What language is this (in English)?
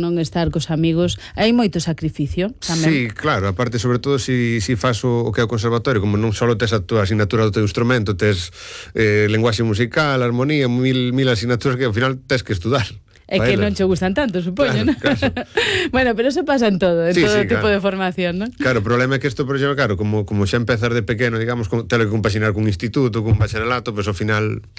Galician